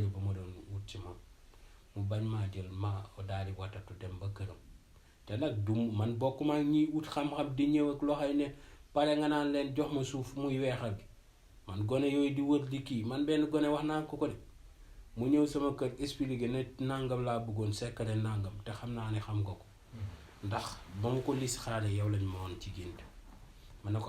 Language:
Wolof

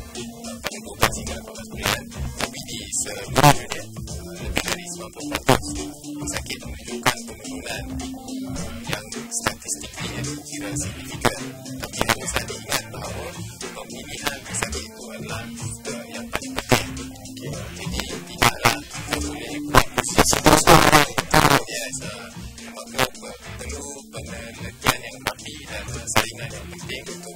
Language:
Malay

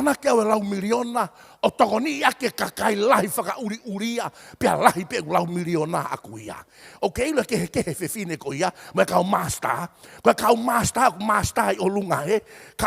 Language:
Tongan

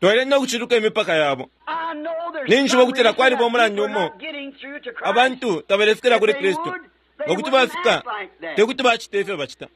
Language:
Bemba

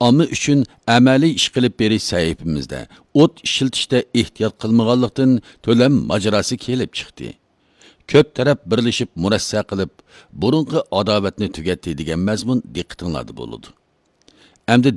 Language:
Uyghur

